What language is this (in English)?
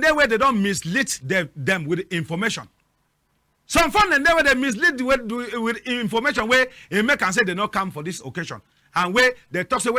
Cameroon Pidgin